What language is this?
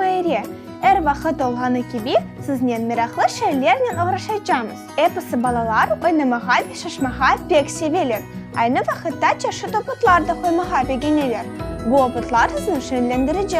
Crimean Tatar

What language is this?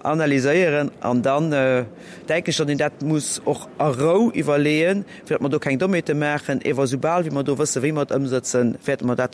Luxembourgish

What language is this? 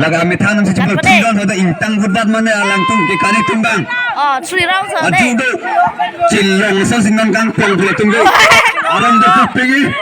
Karbi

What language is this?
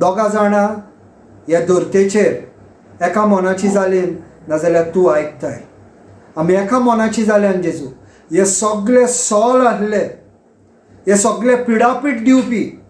Konkani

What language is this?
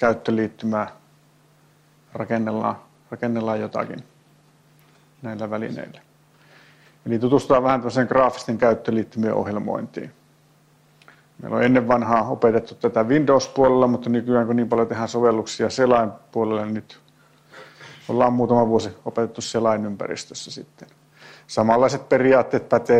Finnish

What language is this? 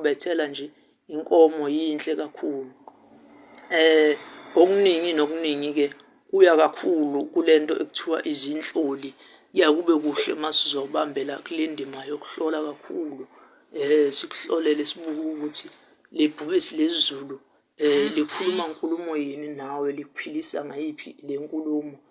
Zulu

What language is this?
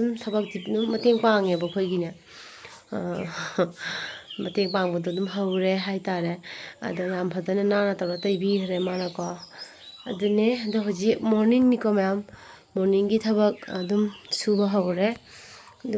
Manipuri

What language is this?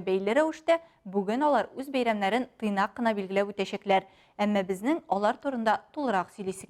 Tatar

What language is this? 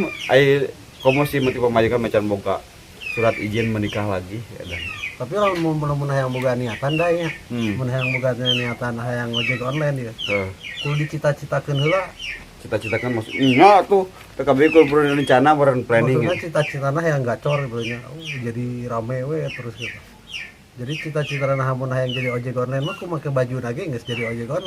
Sundanese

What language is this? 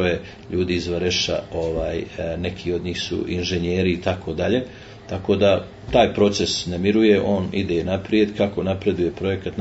Serbian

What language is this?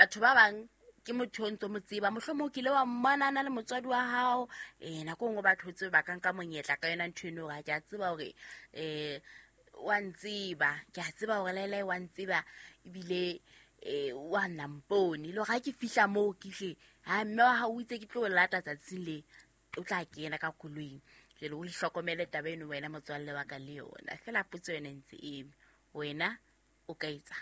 Southern Sotho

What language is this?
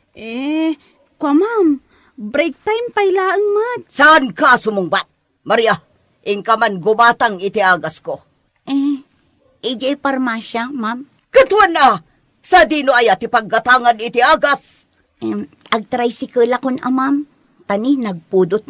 Iloko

